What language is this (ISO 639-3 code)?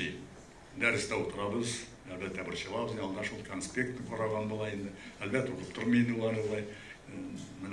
tat